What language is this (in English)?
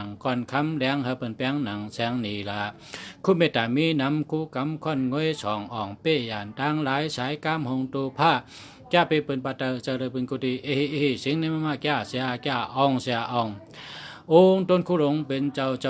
Shan